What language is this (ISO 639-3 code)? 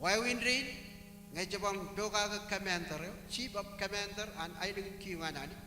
mah